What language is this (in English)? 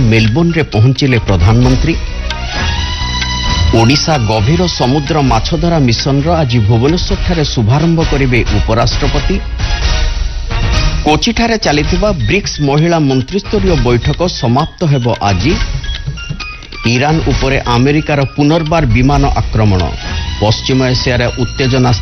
Odia